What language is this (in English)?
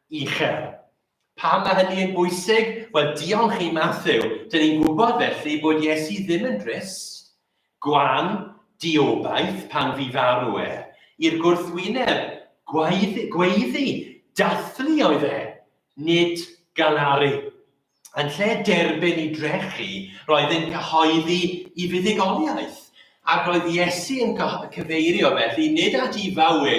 Welsh